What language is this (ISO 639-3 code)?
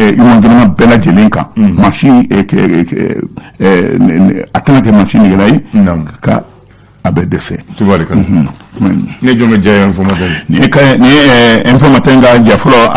bam